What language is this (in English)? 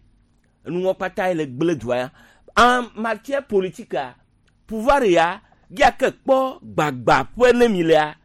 Gen